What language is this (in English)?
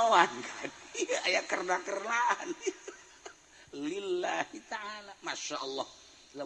Sundanese